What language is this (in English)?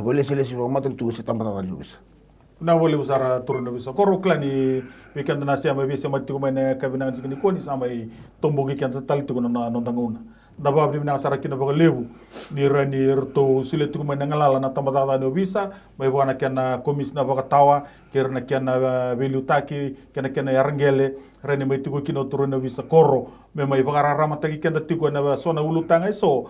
Fijian